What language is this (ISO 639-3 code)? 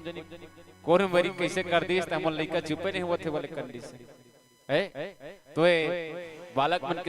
hne